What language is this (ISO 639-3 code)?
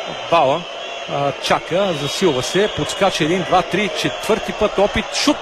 bul